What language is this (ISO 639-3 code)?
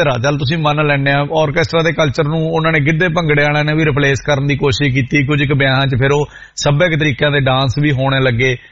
pan